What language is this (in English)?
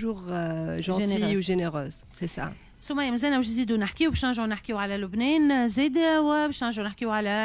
Tunisian Arabic